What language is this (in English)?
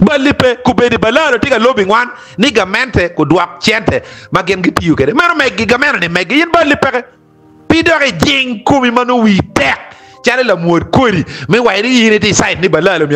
Acoli